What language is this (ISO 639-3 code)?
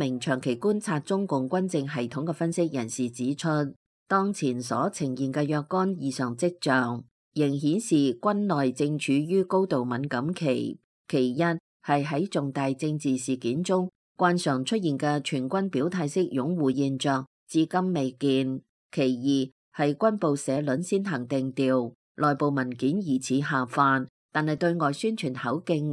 yue